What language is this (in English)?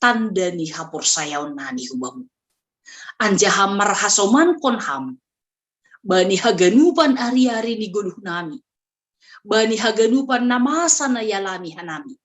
Batak Simalungun